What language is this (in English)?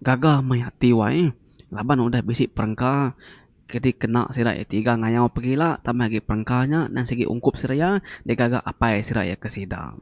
Iban